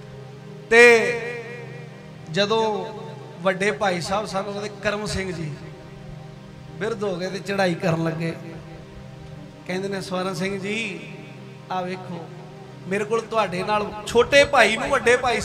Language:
Punjabi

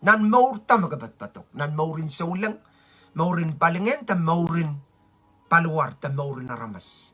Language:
Pohnpeian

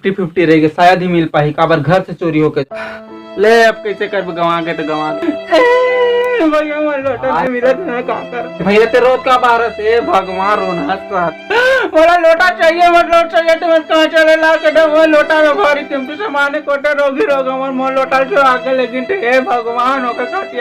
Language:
Chhattisgarhi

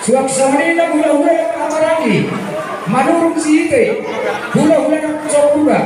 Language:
Batak Toba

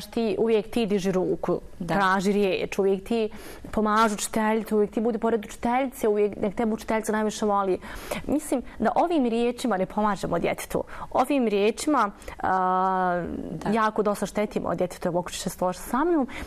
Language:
Bosnian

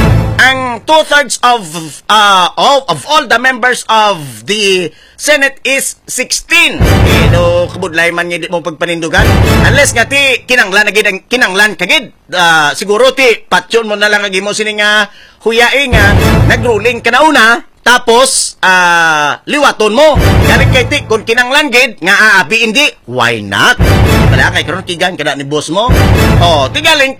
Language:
Hiligaynon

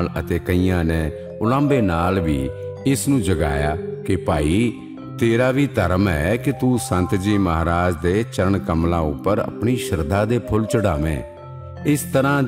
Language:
Punjabi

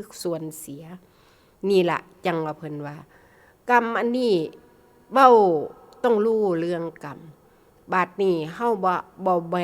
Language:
Northeastern Thai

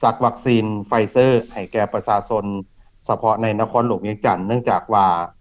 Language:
Lao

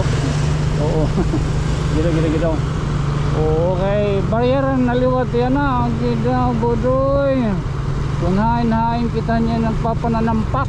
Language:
Waray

